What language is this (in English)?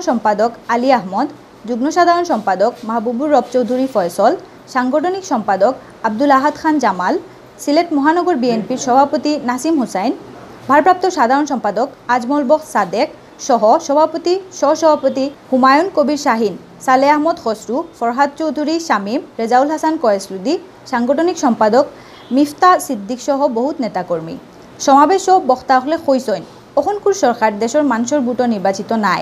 Sylheti